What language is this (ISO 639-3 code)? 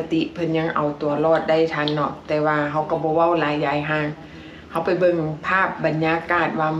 lao